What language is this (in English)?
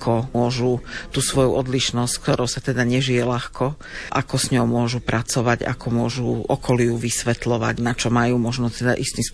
Slovak